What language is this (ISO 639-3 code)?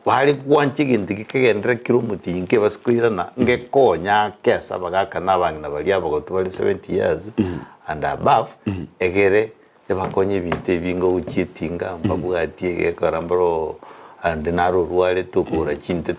guz